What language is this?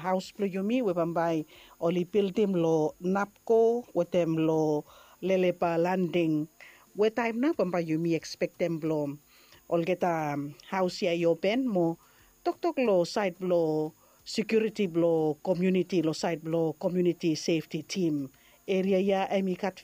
Bislama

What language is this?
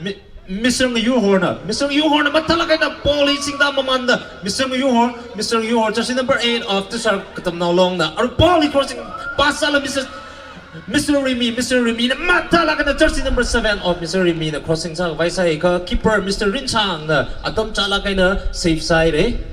Tangkhul Naga (India)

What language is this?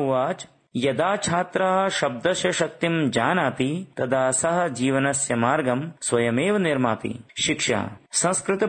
Sanskrit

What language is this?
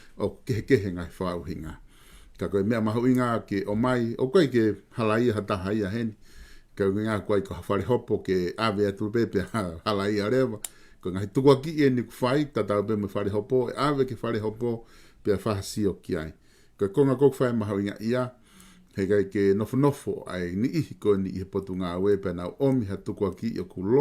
Tongan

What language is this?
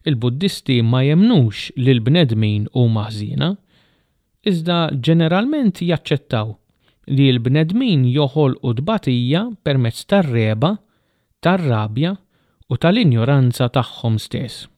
Maltese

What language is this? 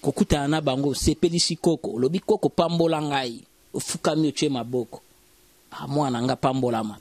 Lingala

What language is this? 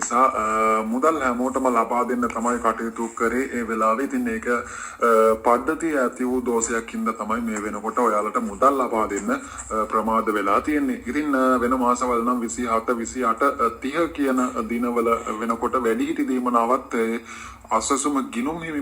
Sinhala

